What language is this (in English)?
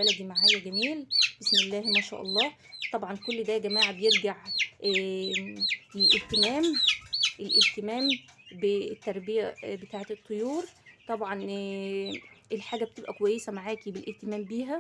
Egyptian Arabic